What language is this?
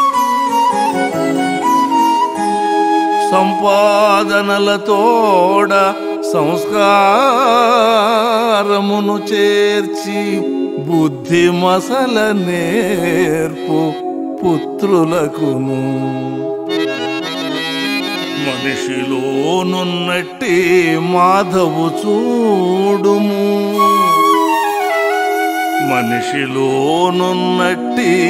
Telugu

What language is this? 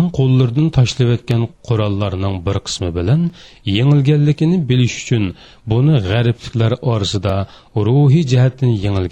Uyghur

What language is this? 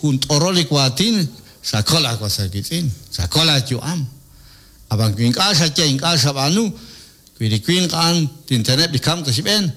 Kekchí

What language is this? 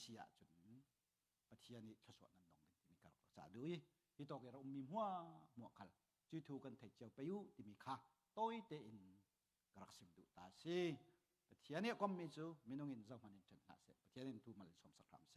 Falam Chin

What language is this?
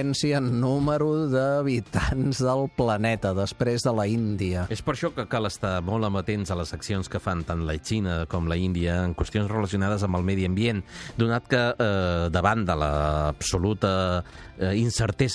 Catalan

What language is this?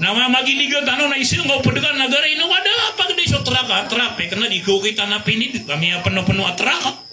Maranao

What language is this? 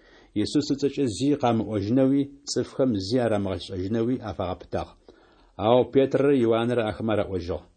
Adyghe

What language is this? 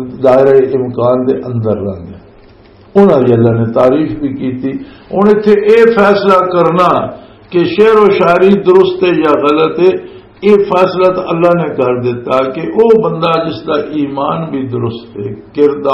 Western Panjabi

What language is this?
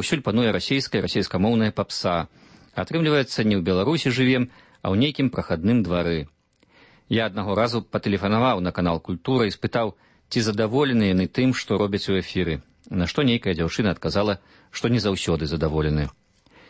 Belarusian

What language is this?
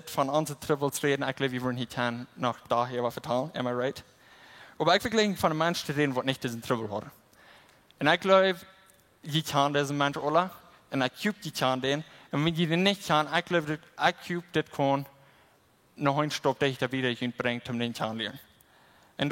Plautdietsch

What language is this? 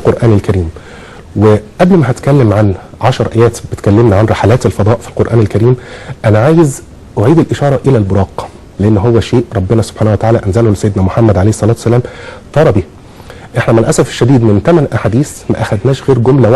Egyptian Arabic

